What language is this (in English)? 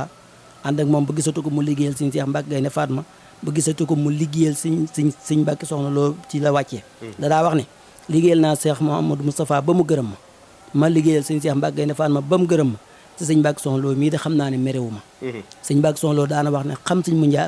Wolof